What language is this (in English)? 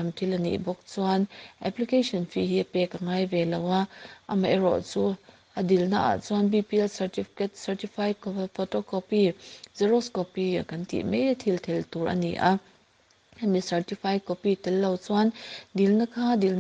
Mizo